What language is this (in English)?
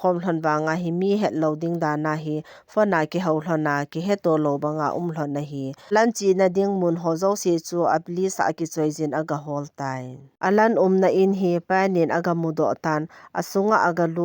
Thado Chin